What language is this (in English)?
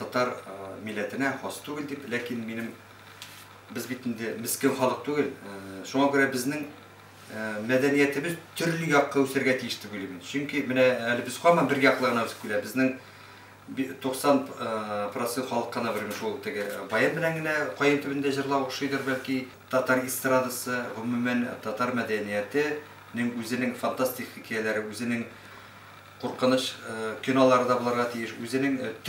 Tatar